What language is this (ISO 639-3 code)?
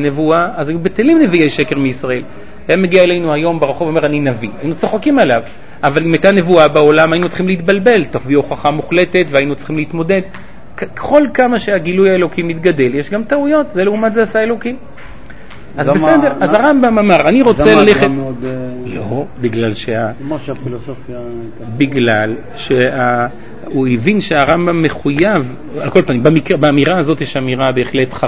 heb